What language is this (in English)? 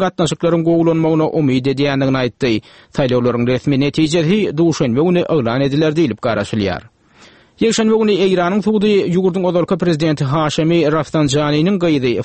Turkmen